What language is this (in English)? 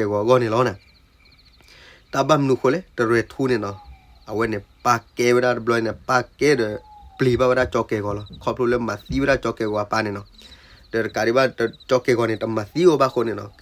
S'gaw Karen